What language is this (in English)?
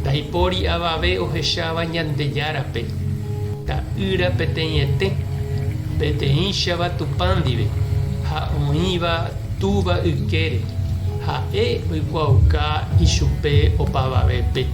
Guarani